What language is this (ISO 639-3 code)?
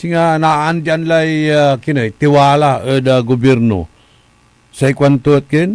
pag